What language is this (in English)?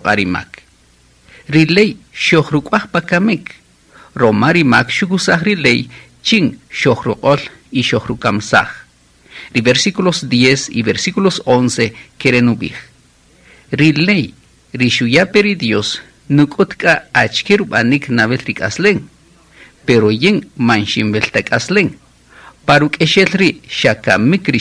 Kaqchikel